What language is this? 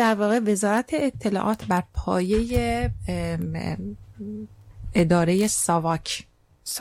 Persian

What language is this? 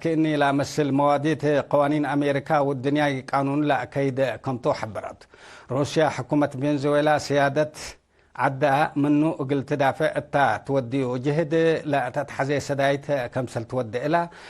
Tigre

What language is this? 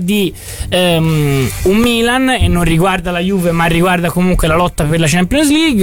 Italian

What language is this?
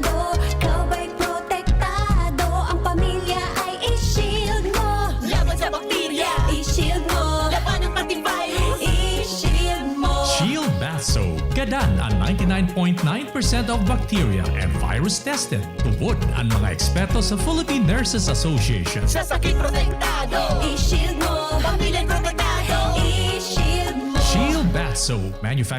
Bikol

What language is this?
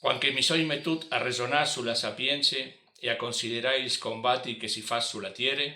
Friulian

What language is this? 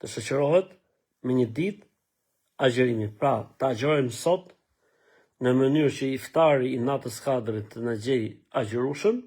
Albanian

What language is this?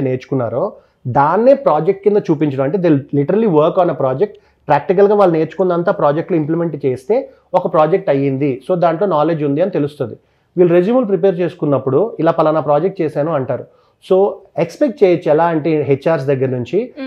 Telugu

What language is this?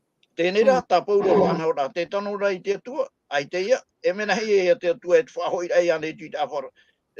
Tahitian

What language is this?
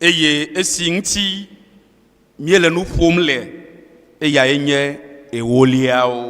Ewe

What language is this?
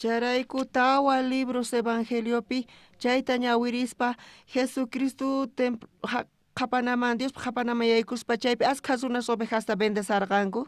South Bolivian Quechua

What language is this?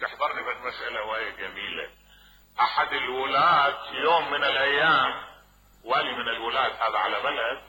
Mesopotamian Arabic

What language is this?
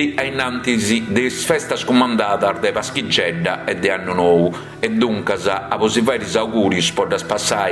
Sardinian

